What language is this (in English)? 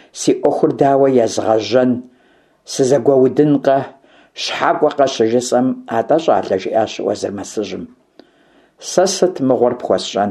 Kabardian